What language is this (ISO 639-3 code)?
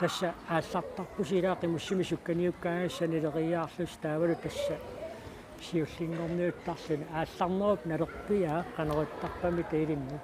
kal